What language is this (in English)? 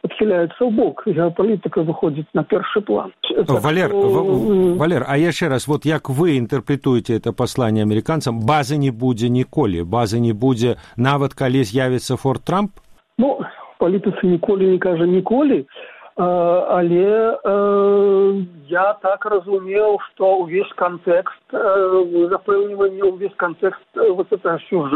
Belarusian